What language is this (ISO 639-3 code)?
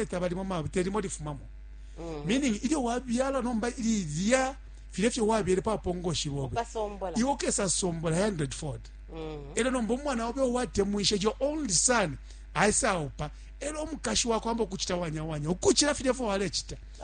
bem